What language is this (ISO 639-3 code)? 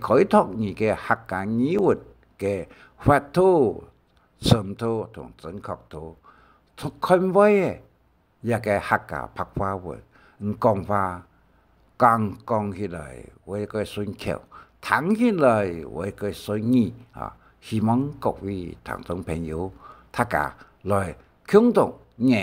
hak